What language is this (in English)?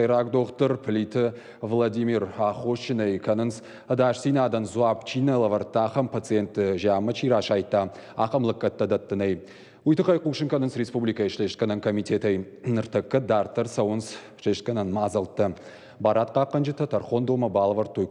Ossetic